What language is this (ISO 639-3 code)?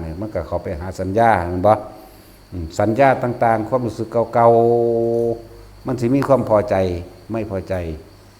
tts